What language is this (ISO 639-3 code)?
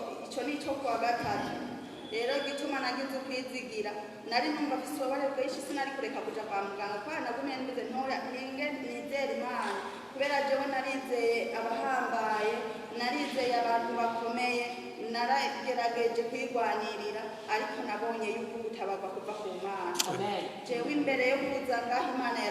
run